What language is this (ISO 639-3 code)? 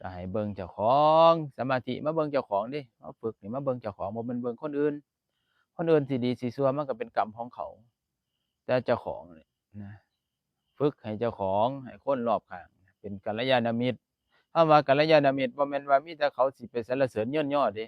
tts